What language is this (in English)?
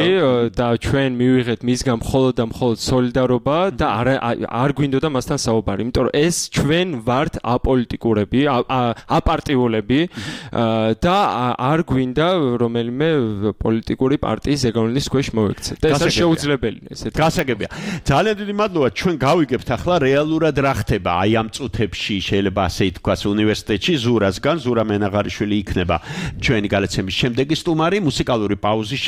Georgian